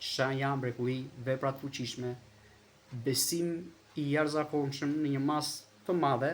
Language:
Albanian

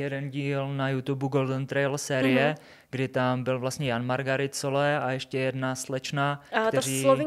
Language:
Czech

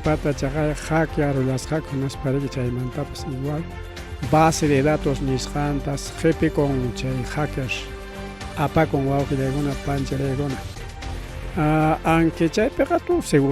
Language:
Ayacucho Quechua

